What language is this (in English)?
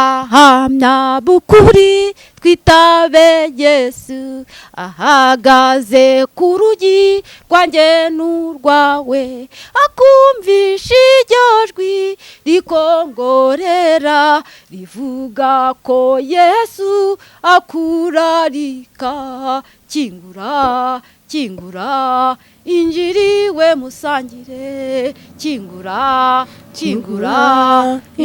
Kinyarwanda